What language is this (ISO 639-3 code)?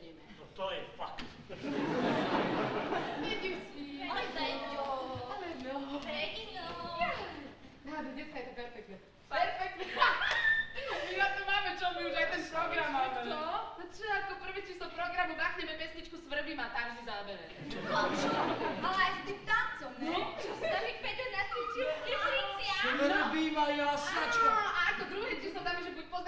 slk